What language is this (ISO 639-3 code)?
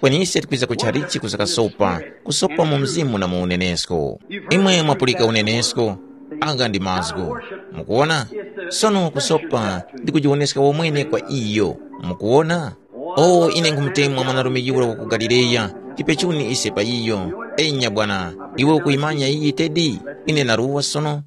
tum